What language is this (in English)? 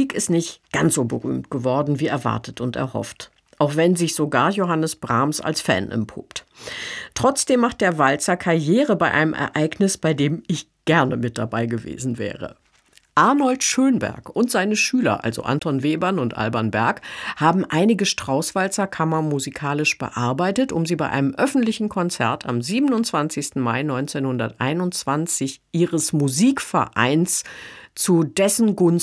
German